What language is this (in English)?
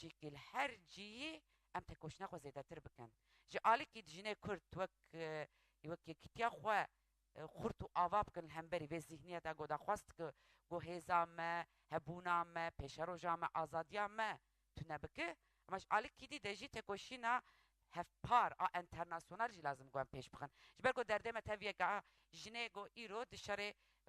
Kurdish